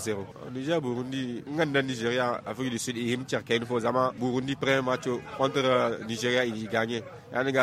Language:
Zarma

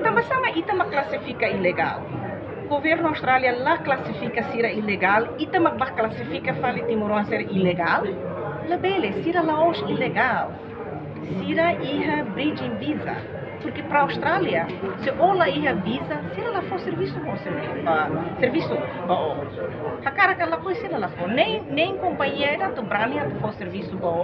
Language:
Tetum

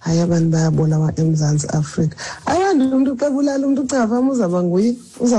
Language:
Xhosa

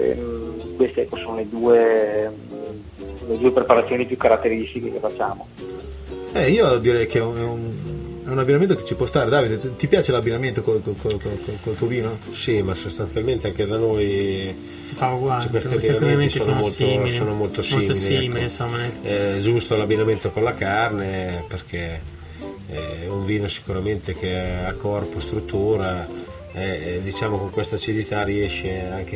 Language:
Italian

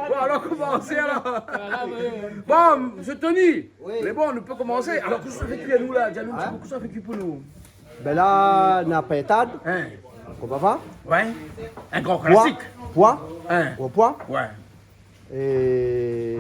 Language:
Réunion Creole French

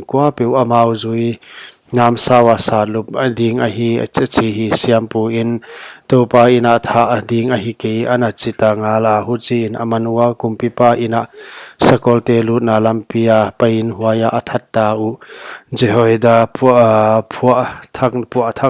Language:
Paite Chin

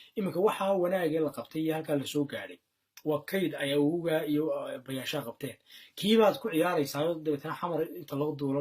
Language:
Somali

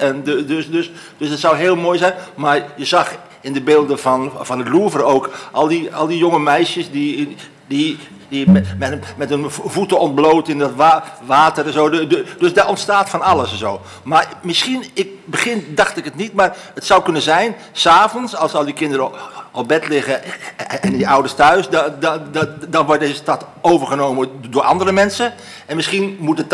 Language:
Dutch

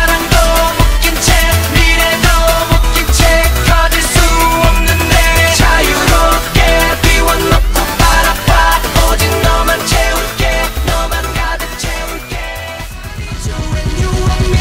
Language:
Korean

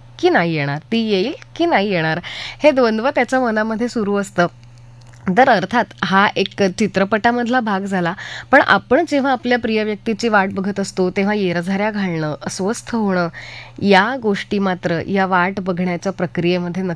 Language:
Marathi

